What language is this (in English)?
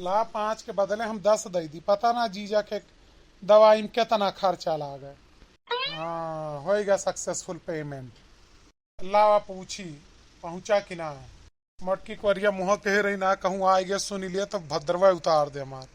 Awadhi